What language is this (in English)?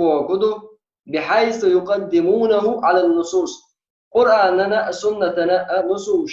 Chechen